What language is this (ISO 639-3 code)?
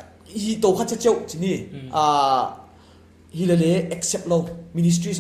pck